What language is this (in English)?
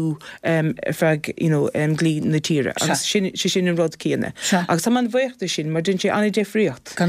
Irish